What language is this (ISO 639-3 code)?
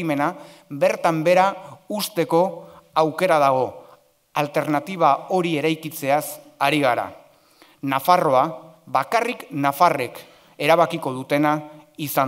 eus